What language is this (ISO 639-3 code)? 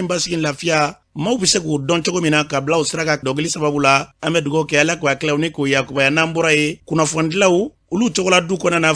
bam